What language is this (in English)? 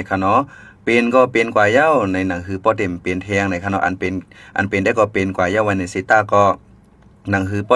Shan